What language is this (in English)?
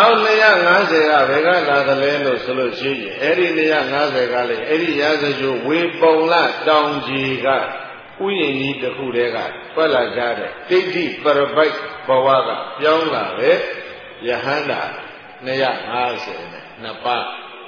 Burmese